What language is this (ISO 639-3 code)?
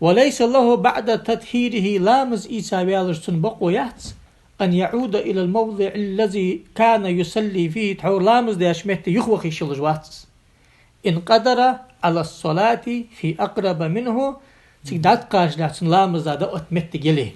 inh